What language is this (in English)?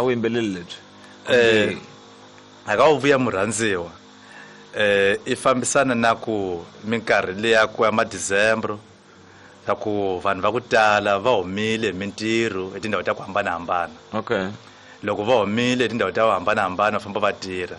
Tsonga